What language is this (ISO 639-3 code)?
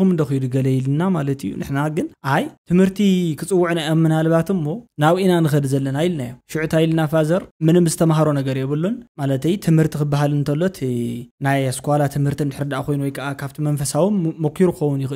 tir